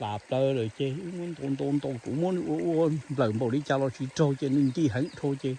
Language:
Hmong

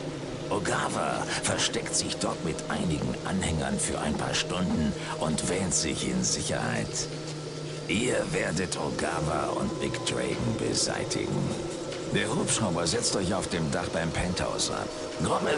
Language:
Bavarian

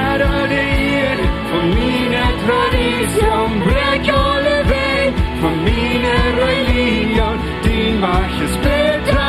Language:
Plautdietsch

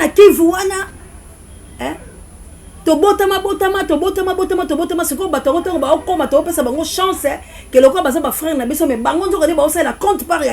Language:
Lingala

